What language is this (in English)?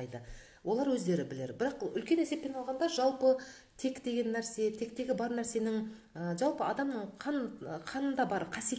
Kazakh